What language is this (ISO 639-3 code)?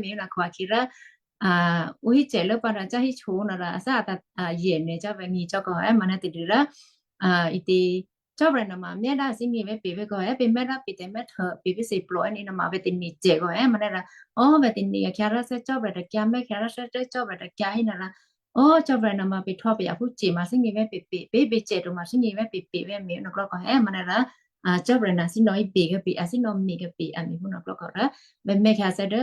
kyu